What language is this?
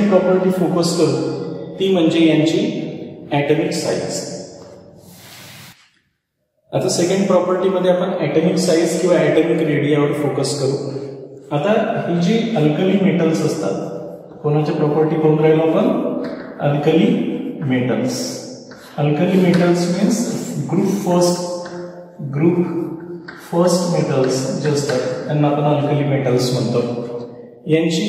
Marathi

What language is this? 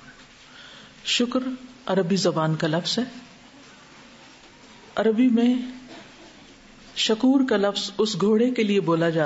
Urdu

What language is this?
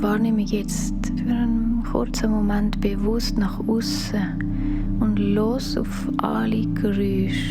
Swiss German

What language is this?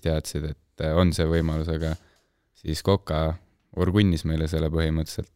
Estonian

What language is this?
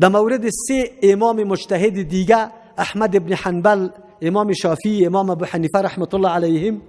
Persian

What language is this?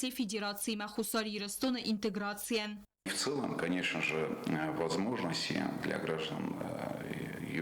Ossetic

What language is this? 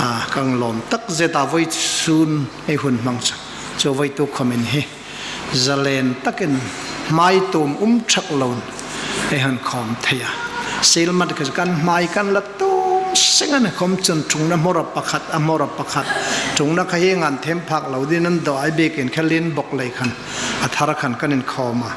Hmar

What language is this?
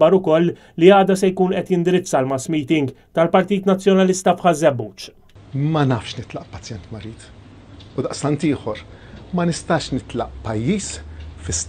Maltese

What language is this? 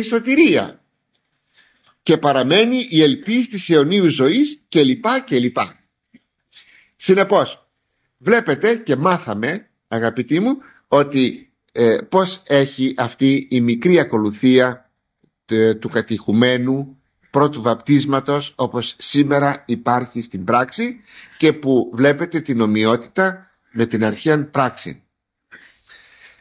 Greek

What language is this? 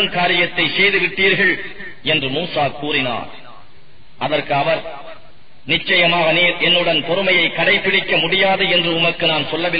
Tamil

